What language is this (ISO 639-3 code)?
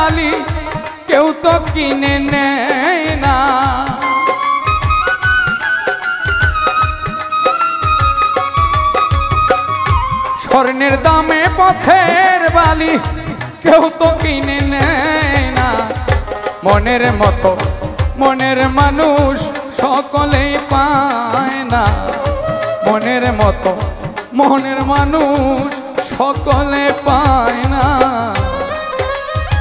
ben